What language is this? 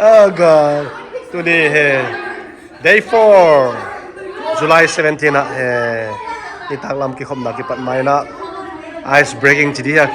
Tedim Chin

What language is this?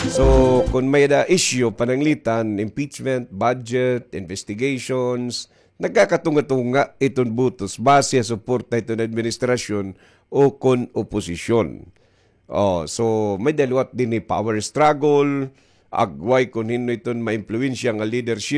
Waray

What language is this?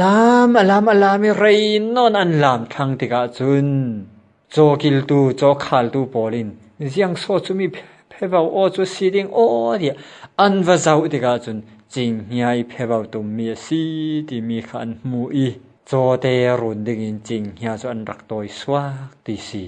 Falam Chin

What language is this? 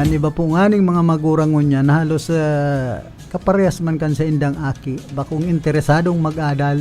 Bikol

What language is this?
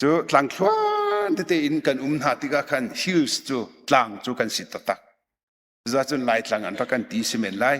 Hakha Chin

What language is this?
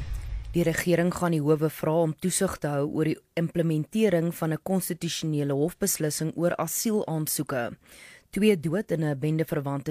Afrikaans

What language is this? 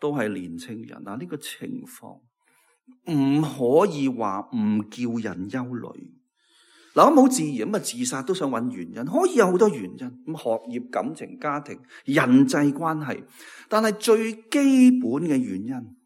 Cantonese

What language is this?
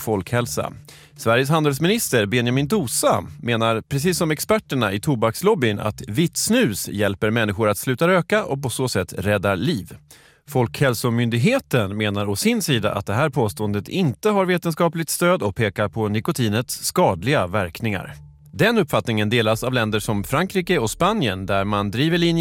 Swedish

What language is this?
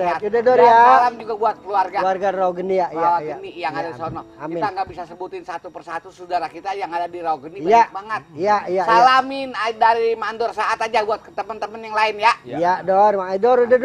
Betawi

